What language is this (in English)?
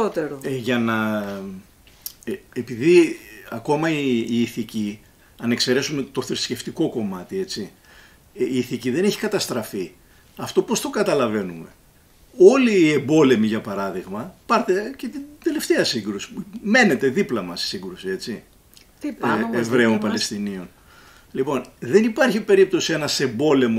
Greek